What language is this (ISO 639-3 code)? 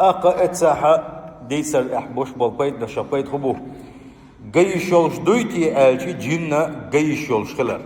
che